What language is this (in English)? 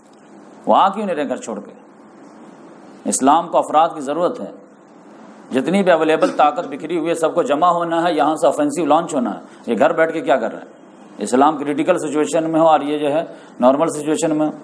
Urdu